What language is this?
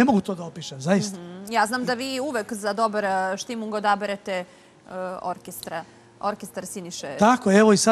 Serbian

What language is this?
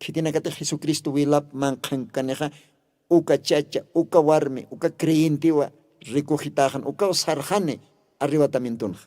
Aymara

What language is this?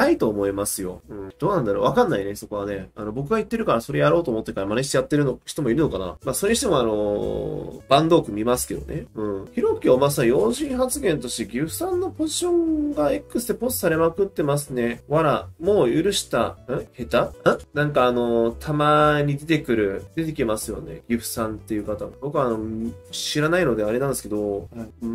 Japanese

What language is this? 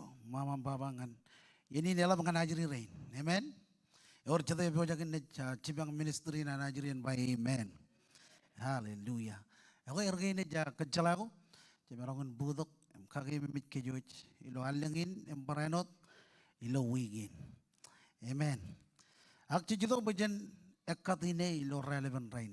Marshallese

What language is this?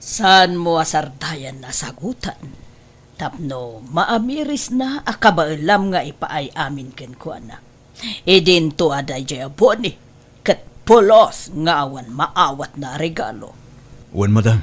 Iloko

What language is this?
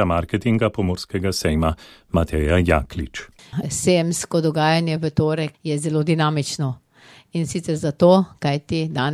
Slovenian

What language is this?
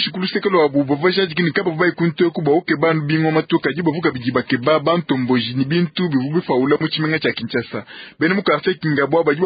Luba-Lulua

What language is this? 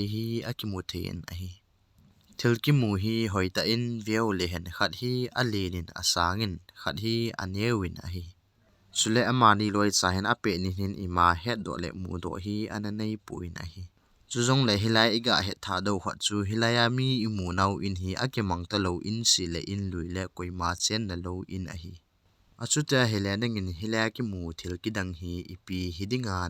Thado Chin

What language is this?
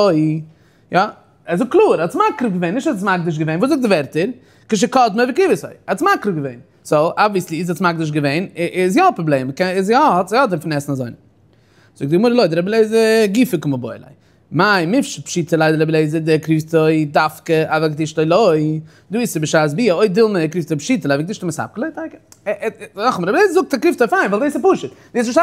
Yiddish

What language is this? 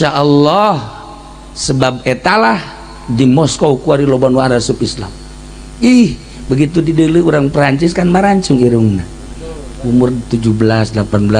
Sundanese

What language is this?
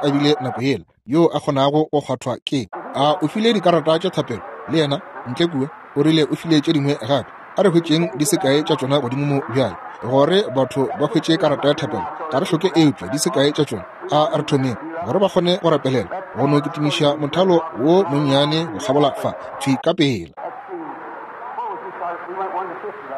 Northern Sotho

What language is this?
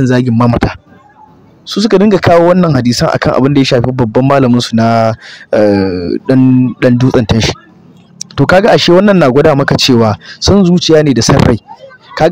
Hausa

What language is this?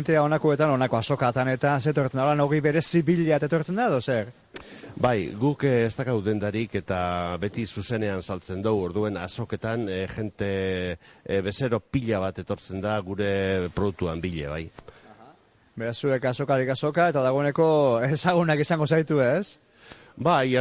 Basque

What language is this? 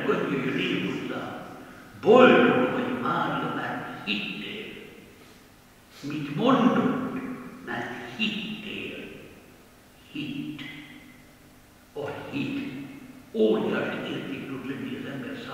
Hungarian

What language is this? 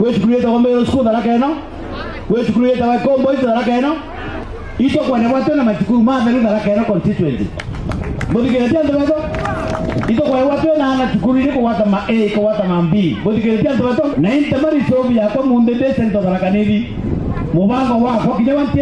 Meru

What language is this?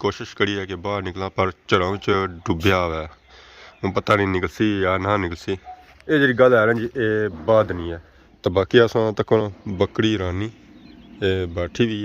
Pahari-Potwari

